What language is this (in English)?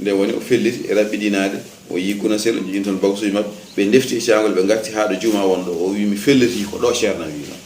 Fula